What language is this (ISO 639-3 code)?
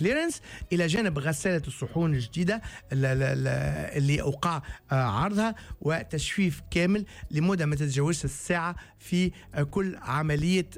aeb